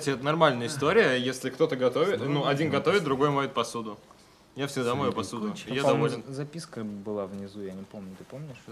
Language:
Russian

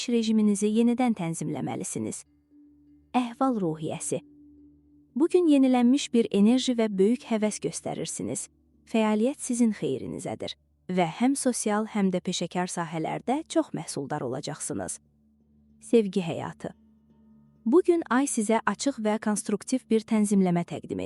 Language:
Azerbaijani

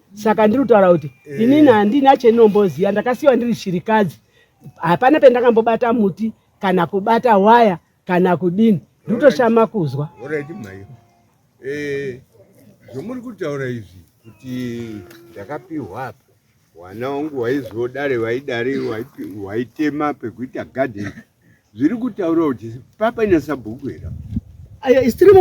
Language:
Shona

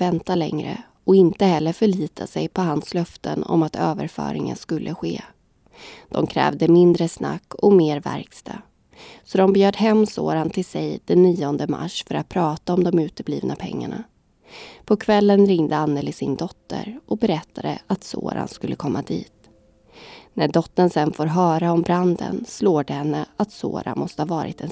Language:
Swedish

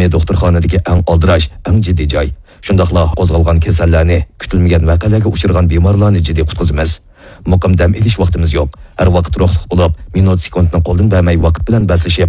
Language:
Uyghur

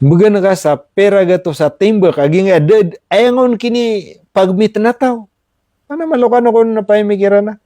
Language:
Maranao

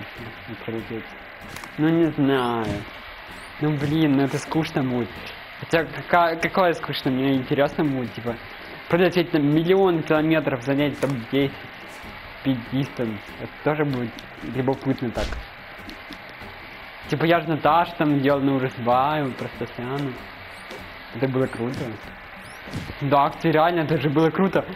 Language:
Russian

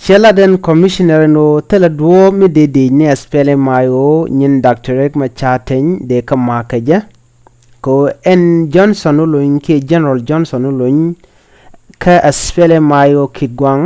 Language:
Nuer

